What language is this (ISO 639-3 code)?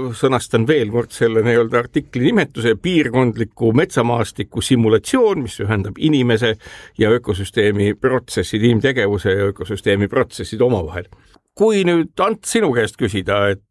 est